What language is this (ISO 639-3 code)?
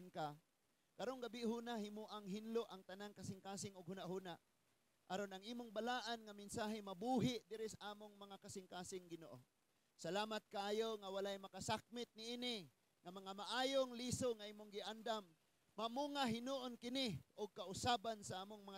ceb